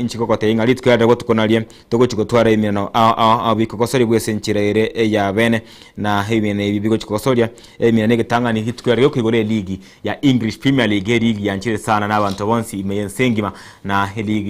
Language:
Gusii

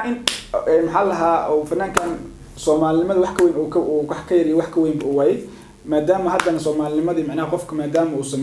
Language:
Somali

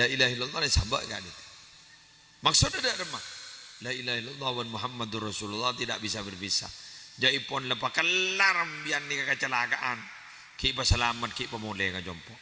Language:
Madurese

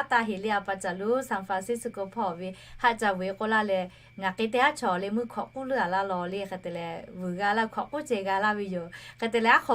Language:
Lahu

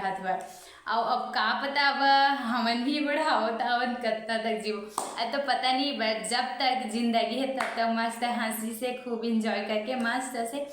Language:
Chhattisgarhi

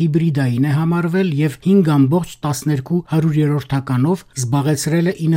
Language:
Armenian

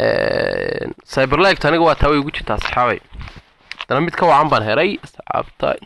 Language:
Somali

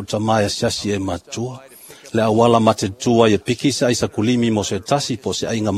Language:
Samoan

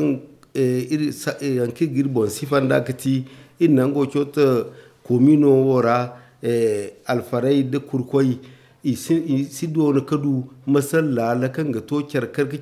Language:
Zarma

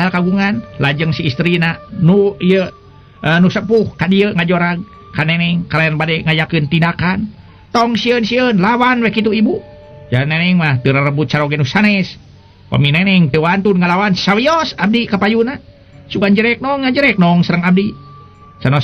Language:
Sundanese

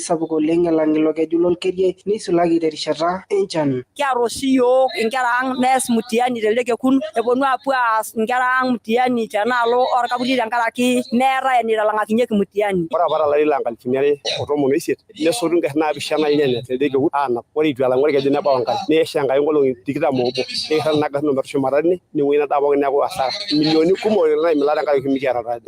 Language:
Masai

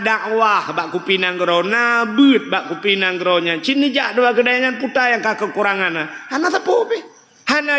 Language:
Achinese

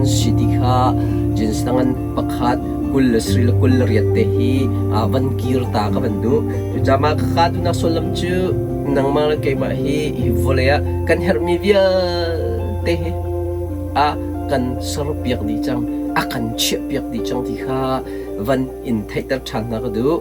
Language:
Hakha Chin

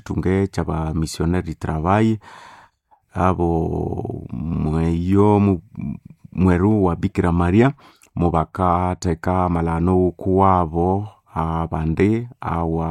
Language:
Nande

